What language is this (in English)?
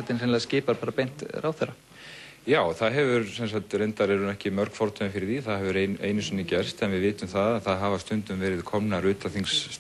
Icelandic